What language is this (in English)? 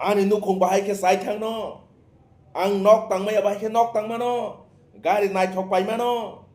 Kok Borok